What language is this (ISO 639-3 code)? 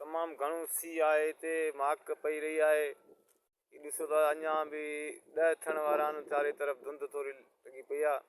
snd